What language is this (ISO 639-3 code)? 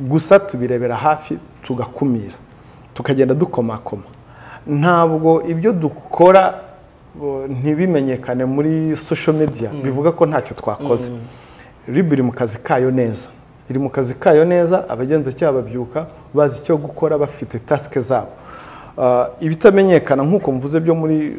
kin